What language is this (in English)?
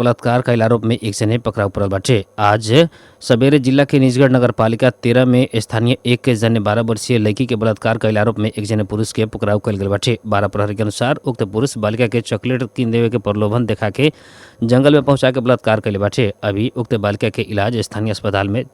Bhojpuri